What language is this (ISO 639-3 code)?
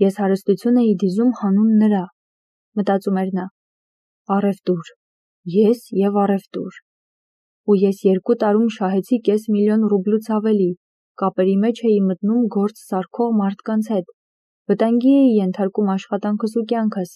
hye